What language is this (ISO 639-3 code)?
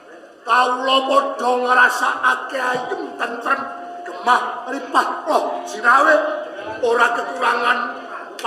jav